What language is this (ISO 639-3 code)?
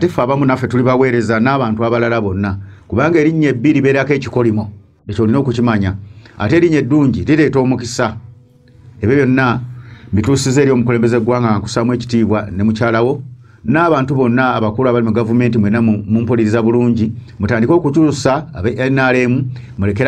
lug